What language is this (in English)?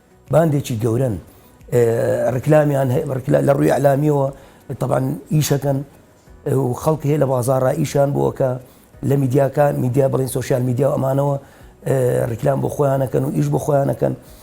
Central Kurdish